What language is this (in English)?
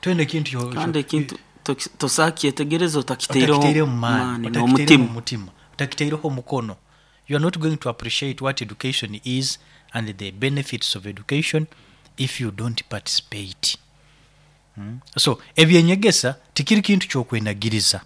Nyoro